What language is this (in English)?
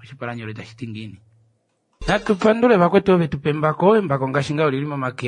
Kuanyama